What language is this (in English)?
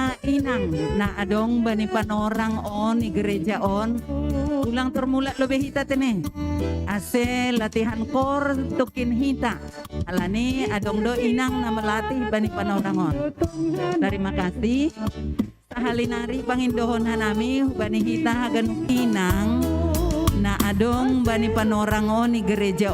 Batak Simalungun